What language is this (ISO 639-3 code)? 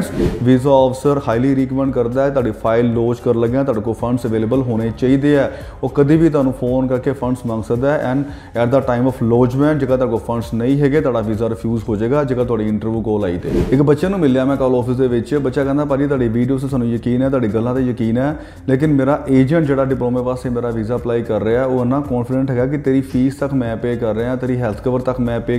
pan